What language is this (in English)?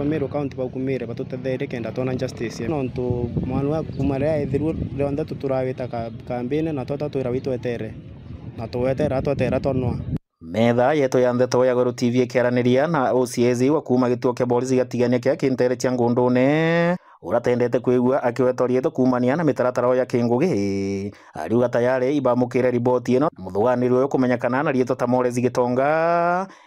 Meru